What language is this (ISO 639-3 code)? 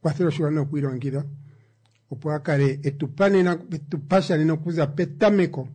kua